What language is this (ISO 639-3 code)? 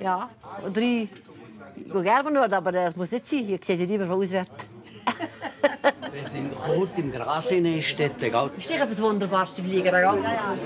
gsw